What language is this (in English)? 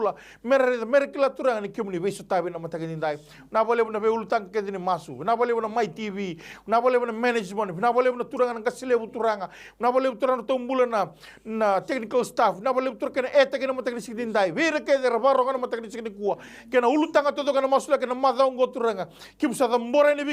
Fijian